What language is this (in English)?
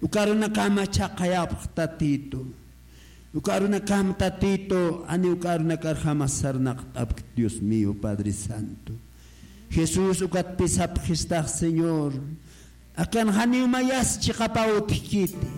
Aymara